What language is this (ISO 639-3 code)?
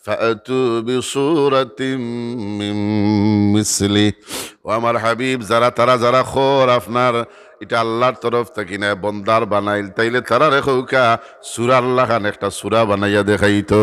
syl